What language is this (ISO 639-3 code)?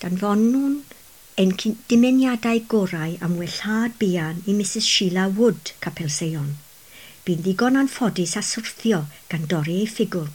cym